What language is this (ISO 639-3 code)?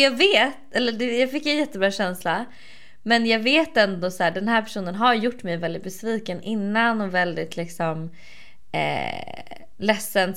swe